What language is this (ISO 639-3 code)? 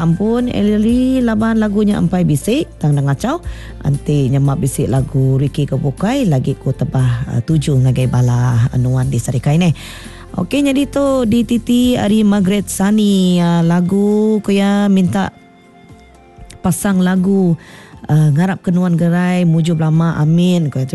iba